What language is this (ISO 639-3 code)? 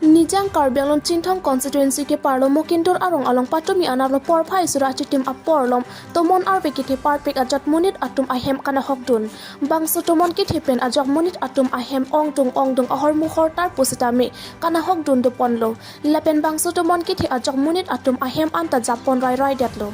mjw